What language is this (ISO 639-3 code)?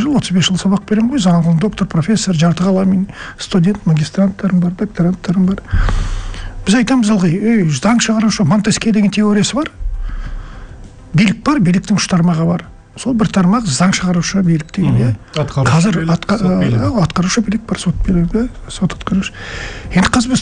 kaz